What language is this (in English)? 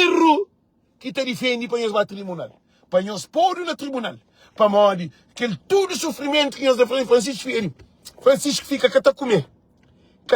Kabuverdianu